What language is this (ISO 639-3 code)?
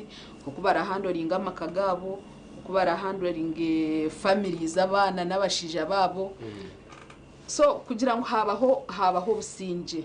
nyn